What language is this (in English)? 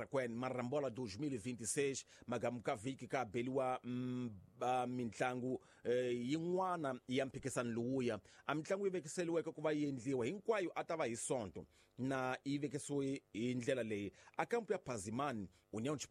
Tsonga